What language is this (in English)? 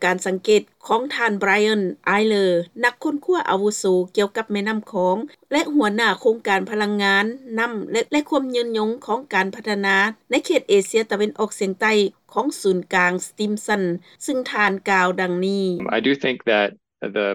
Lao